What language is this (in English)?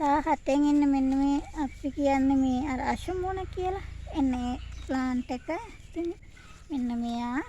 Sinhala